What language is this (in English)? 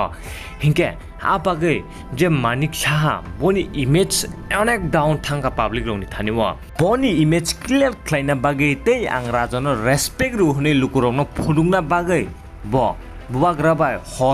Kok Borok